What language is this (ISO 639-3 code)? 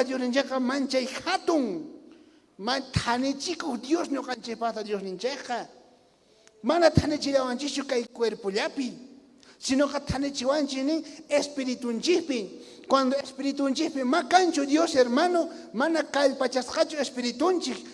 quh